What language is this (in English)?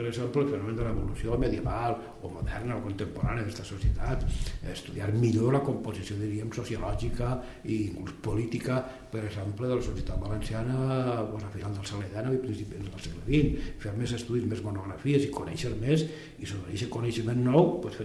Catalan